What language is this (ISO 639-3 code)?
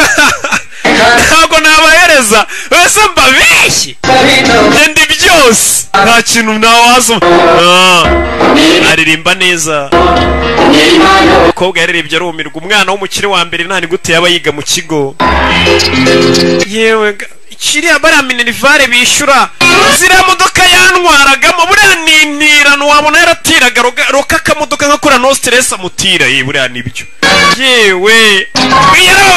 kin